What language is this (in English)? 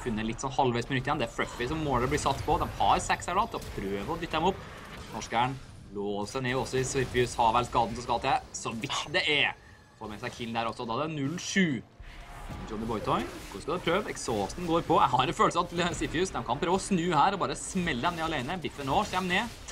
Norwegian